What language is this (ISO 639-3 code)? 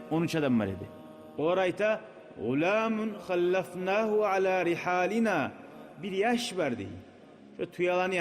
kum